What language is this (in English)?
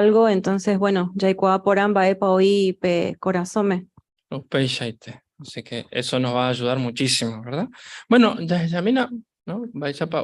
Guarani